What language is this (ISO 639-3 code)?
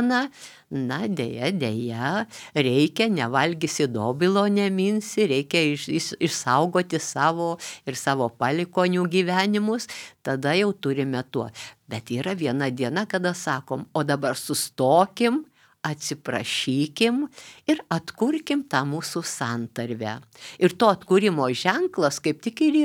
lit